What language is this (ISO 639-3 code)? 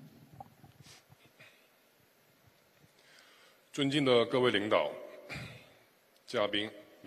zho